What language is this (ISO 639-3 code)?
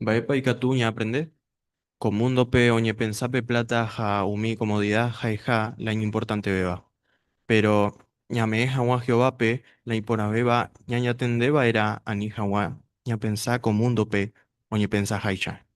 grn